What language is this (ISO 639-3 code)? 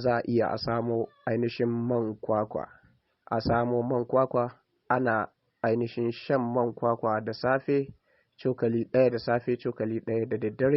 hau